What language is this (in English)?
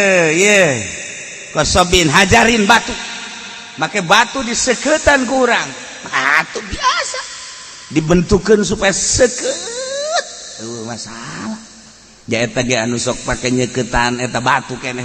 Sundanese